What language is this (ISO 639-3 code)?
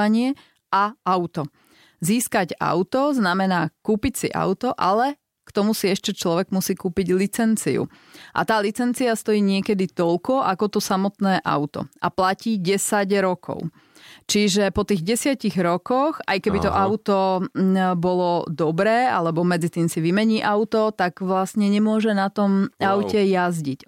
slk